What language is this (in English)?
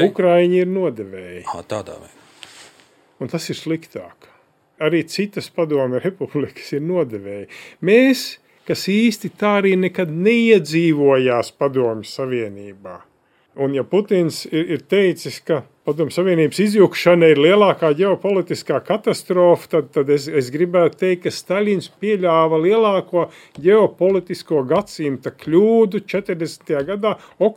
Latvian